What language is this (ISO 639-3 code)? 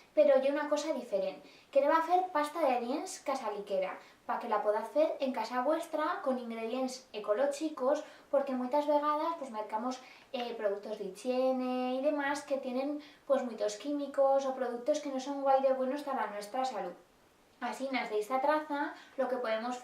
arg